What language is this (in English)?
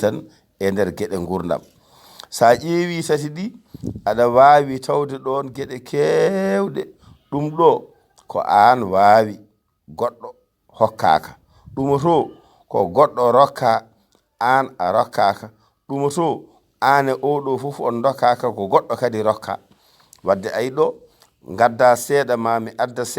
Fula